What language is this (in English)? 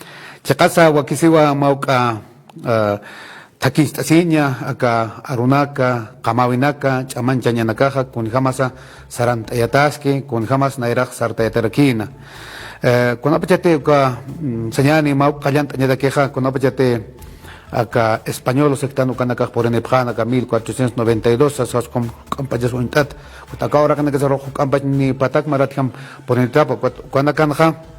Aymara